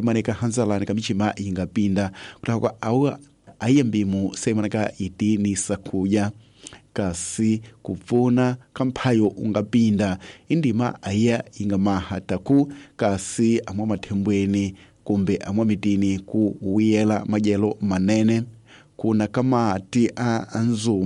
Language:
Tsonga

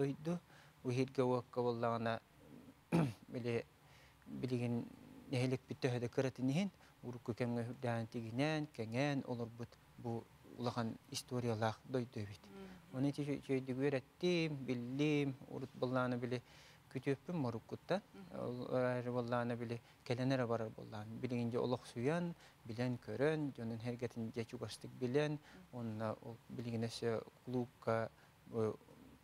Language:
Yakut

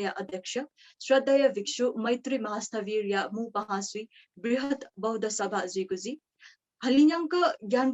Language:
Newari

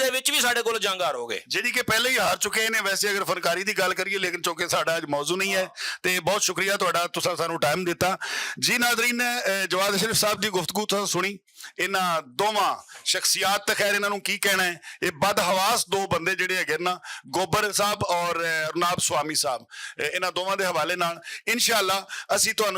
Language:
Western Panjabi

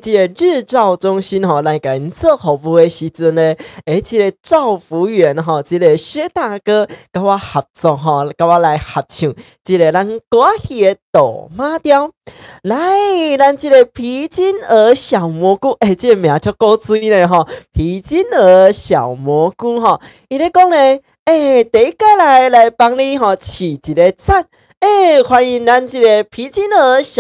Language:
Min Nan Chinese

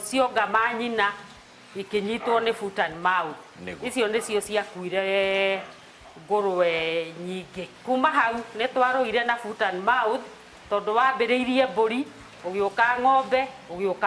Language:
Kikuyu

